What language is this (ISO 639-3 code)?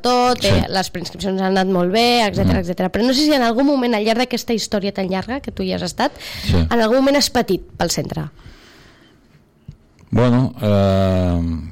cat